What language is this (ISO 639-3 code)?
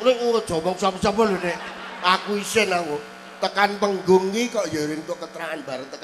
jav